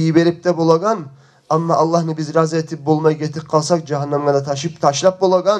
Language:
Kumyk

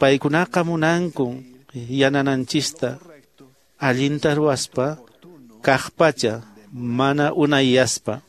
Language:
Quechua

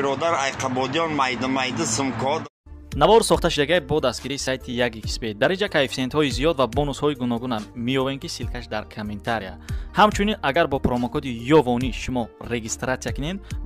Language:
Tajik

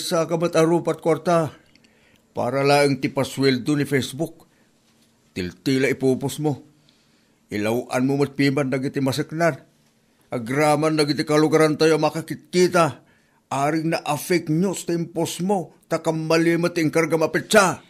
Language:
Iloko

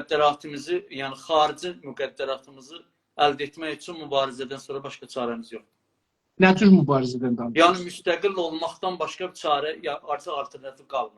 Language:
South Azerbaijani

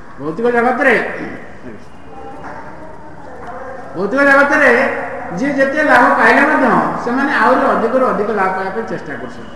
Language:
Odia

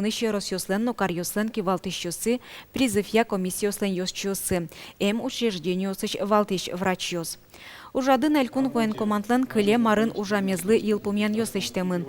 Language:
Udmurt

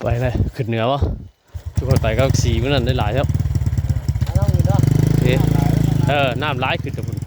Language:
Northeastern Thai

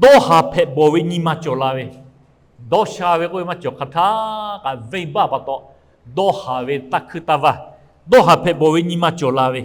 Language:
Lahu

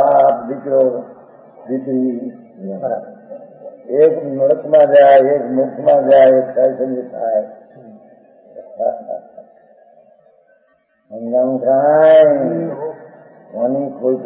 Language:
Gujarati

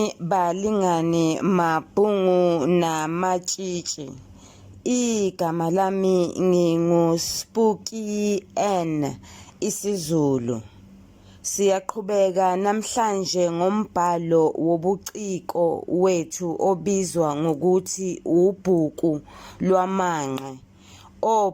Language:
Zulu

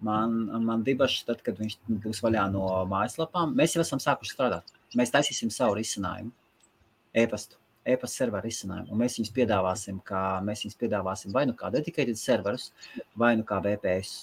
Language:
Latvian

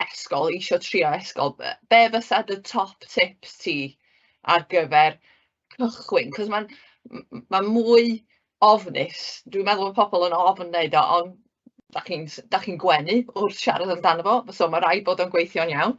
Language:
Welsh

